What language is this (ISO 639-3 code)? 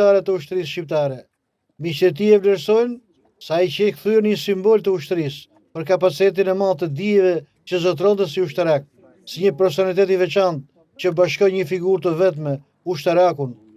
sqi